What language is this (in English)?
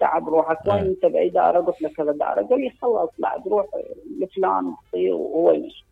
Mesopotamian Arabic